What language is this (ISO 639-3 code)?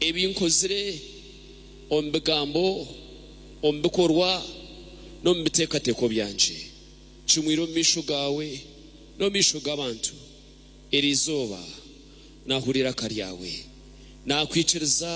nyn